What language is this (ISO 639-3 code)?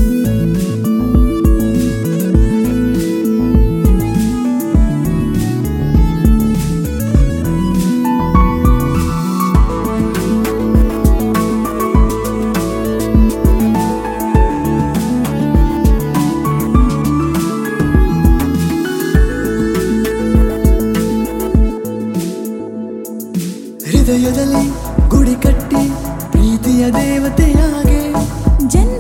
kan